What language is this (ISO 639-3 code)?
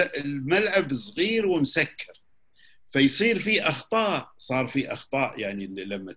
afb